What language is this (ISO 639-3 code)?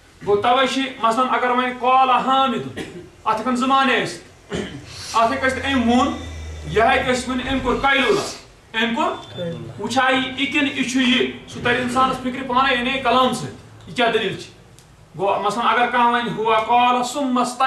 kas